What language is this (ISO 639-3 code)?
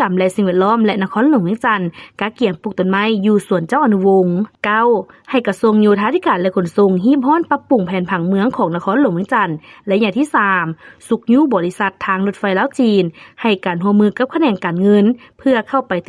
lao